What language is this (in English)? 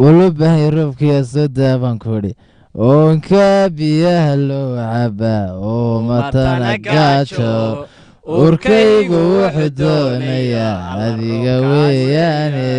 Somali